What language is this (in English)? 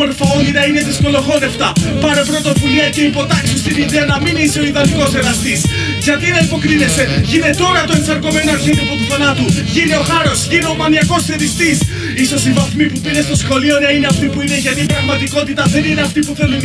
Greek